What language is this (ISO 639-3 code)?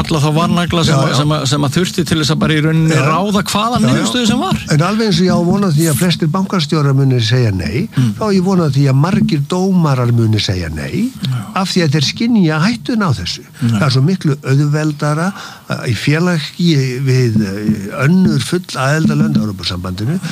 isl